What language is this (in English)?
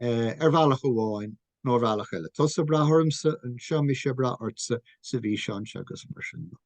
Irish